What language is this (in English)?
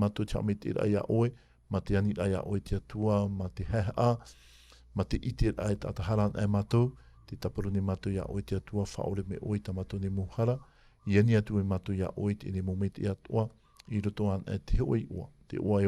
Tahitian